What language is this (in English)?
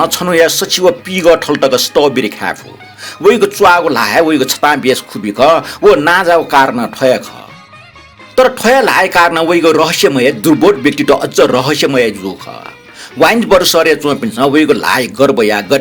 Newari